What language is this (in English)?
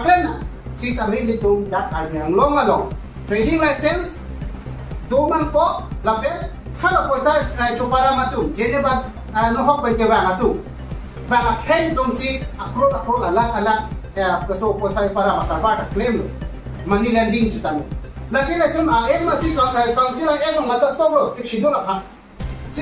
Karbi